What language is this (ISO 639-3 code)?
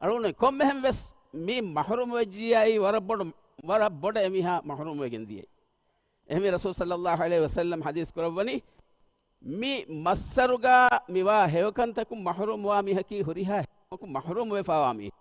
div